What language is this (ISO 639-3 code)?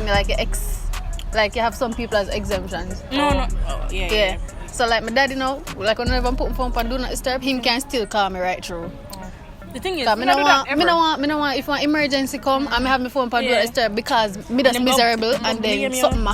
jam